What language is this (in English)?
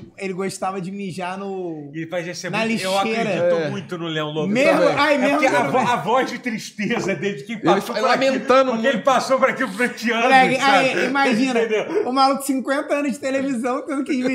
Portuguese